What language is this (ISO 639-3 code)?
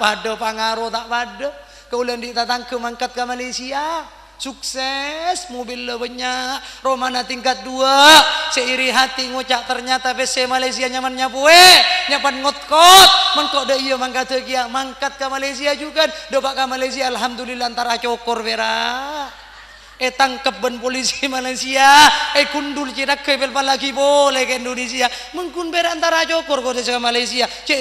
mad